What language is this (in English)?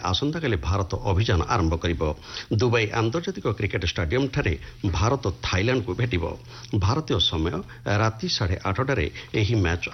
Odia